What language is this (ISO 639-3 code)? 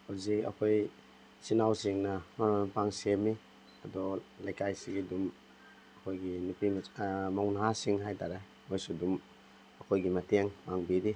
mni